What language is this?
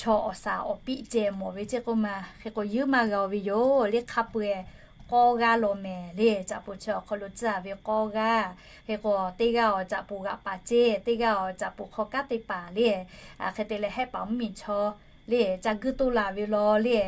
Lahu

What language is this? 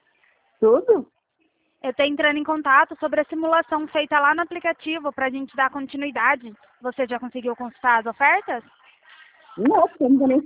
Portuguese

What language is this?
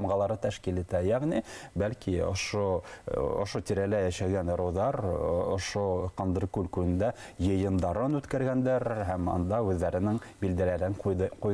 Bashkir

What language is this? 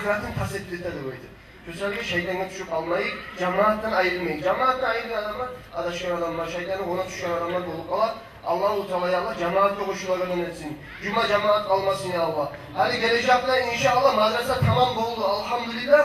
Kumyk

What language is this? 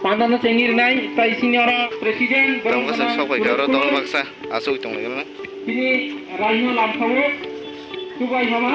Kok Borok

